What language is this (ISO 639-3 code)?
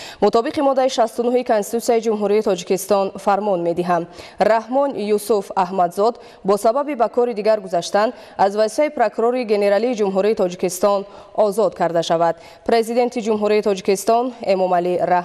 tgk